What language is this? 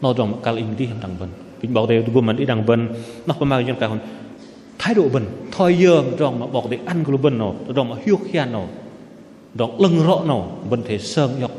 Bahnar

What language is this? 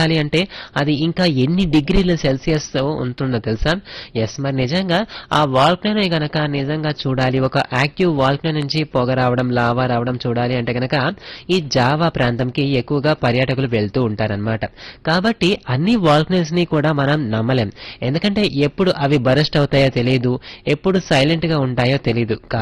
Telugu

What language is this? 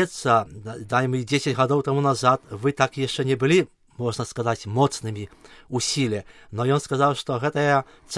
Belarusian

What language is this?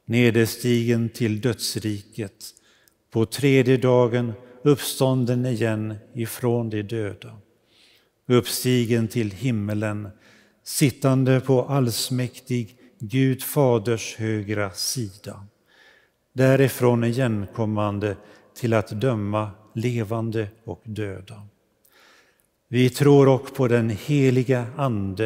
Swedish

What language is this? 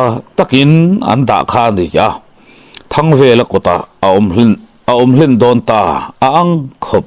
Mizo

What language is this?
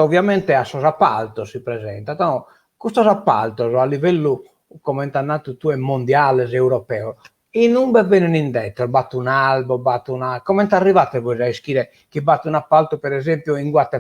Sardinian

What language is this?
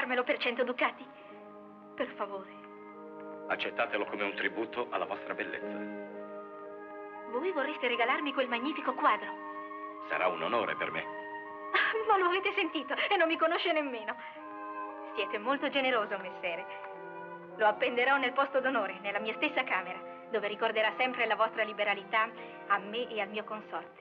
Italian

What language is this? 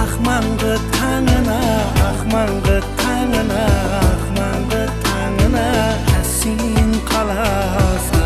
Kara-Kalpak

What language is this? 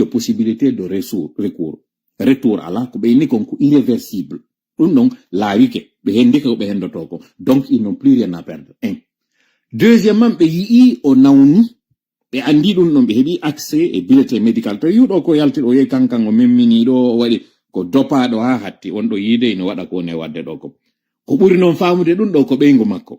Fula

